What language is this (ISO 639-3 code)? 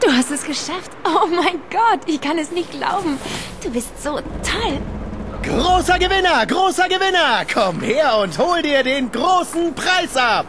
gsw